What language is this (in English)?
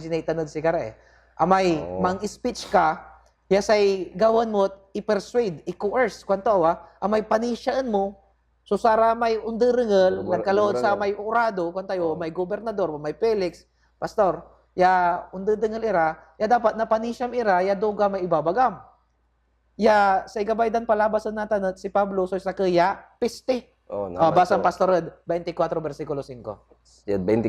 Pangasinan